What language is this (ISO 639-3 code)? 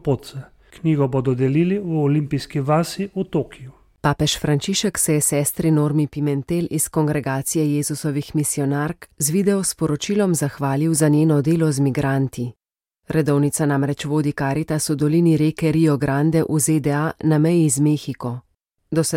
slv